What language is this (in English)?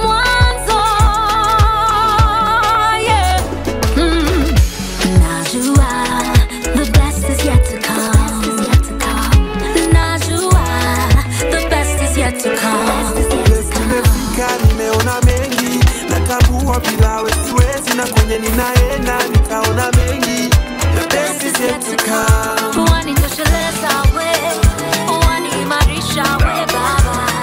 Swahili